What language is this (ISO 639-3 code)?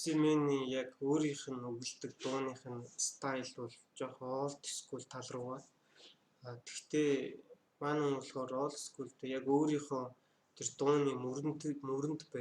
mon